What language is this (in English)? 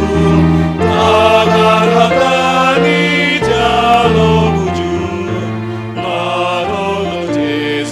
Batak Simalungun